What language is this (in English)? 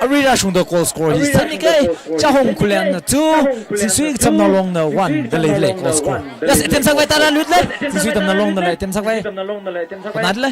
Tangkhul Naga (India)